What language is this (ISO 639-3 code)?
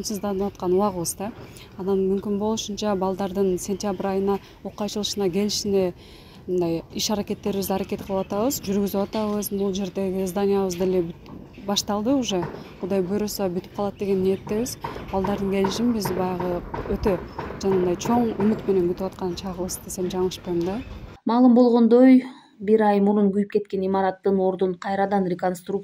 kir